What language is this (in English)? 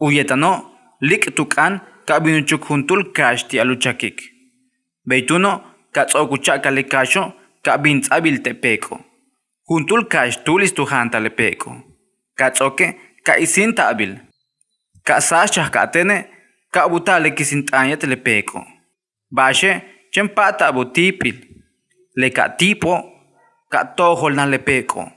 Yucateco